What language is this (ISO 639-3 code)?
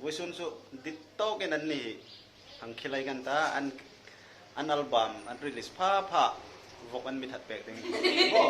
hmr